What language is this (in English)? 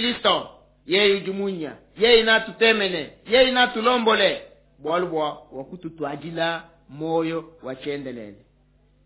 Luba-Lulua